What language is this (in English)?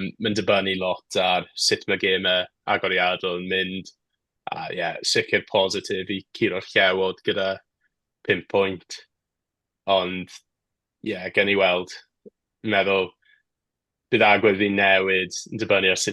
Welsh